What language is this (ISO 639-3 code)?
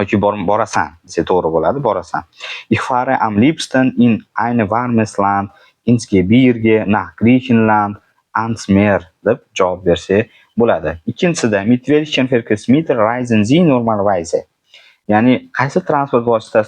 uzb